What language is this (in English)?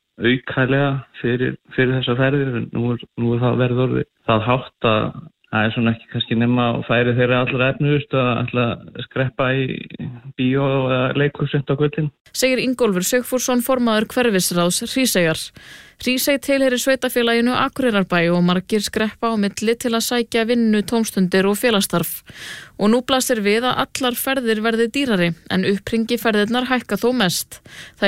Icelandic